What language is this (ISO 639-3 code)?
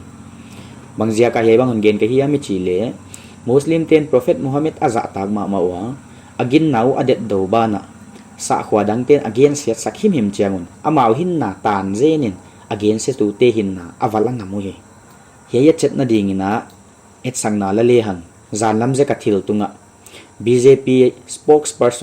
pck